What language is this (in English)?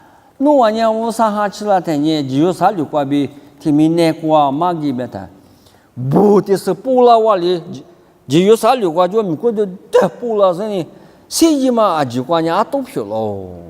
Lisu